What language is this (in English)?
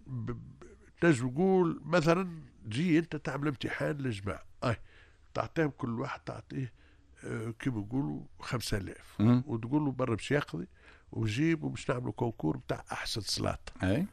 Tunisian Arabic